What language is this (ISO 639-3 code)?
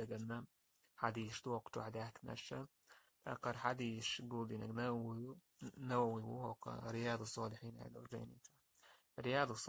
che